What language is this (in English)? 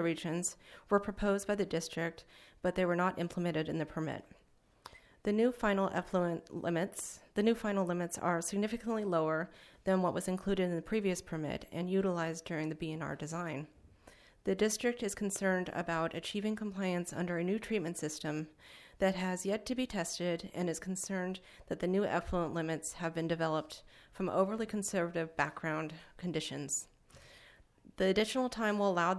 English